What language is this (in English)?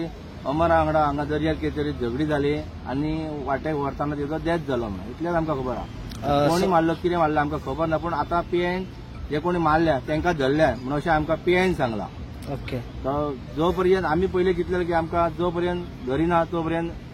Konkani